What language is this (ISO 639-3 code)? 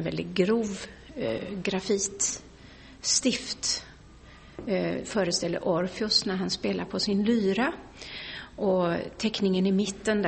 swe